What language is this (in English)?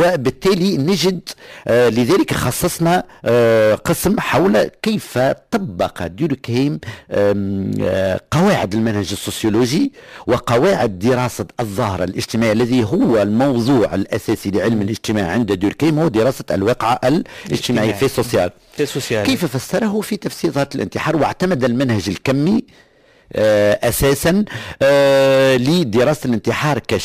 Tunisian Arabic